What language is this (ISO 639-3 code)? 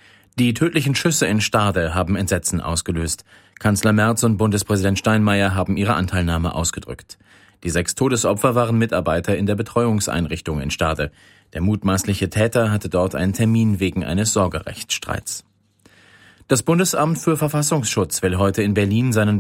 deu